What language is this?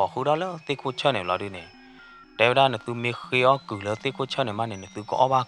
S'gaw Karen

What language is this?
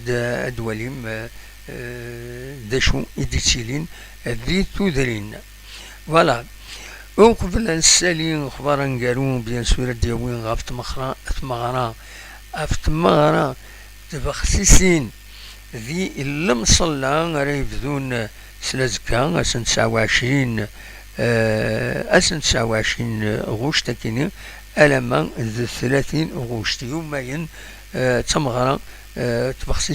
Kabyle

